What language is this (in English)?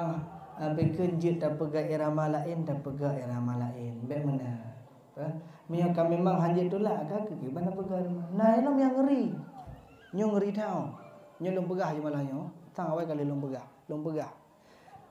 Achinese